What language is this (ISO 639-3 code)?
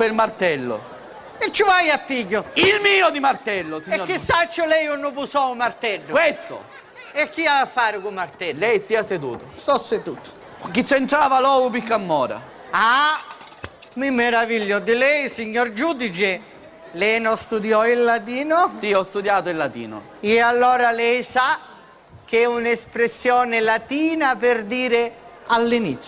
scn